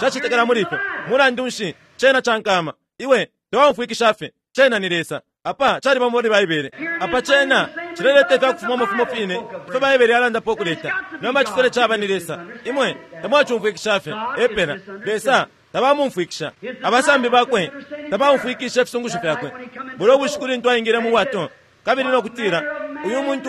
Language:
Bemba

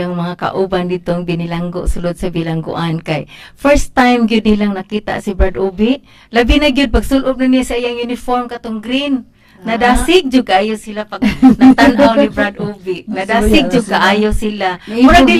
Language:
Cebuano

